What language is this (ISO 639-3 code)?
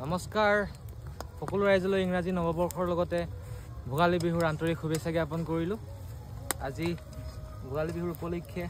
asm